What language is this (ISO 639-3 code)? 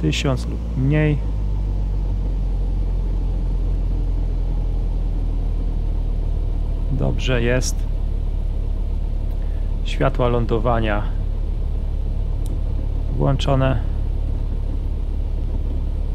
pol